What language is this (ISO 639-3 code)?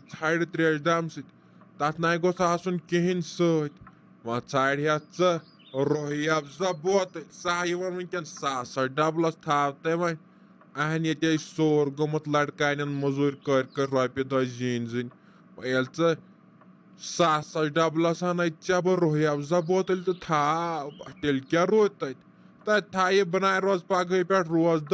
kas